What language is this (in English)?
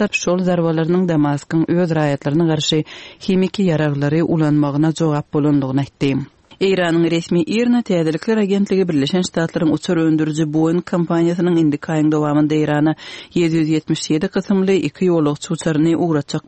Turkmen